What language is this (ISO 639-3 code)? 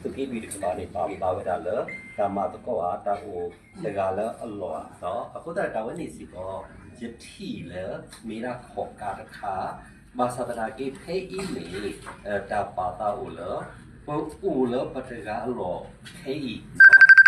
ksw